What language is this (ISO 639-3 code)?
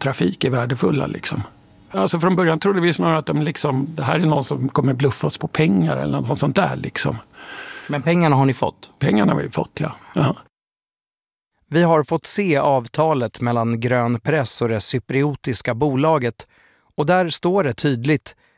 swe